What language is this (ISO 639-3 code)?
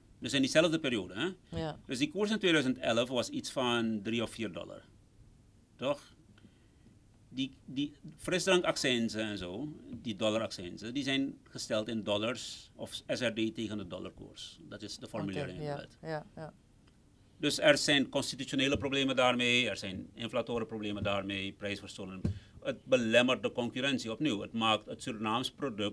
nld